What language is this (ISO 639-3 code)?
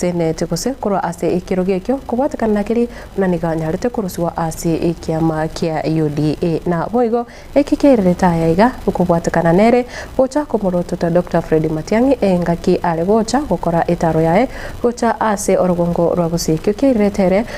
guz